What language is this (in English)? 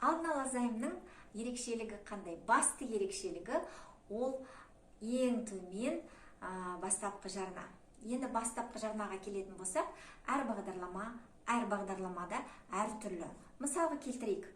Kazakh